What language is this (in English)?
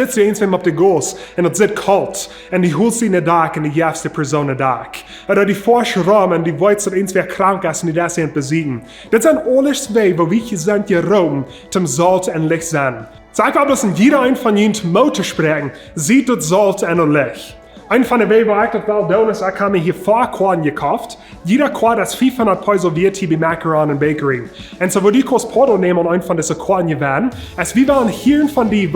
Plautdietsch